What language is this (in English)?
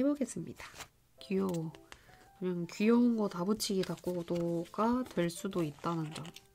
Korean